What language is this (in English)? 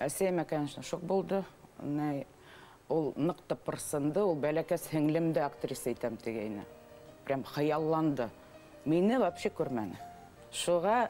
Bashkir